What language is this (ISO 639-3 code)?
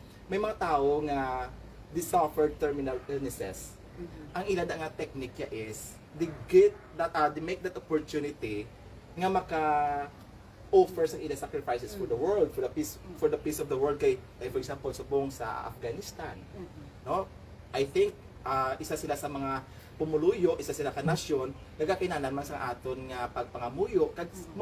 hil